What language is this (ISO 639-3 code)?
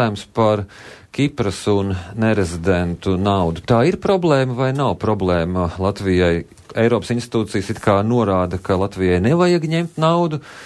lav